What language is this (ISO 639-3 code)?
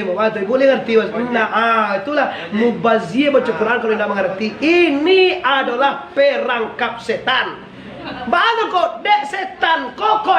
min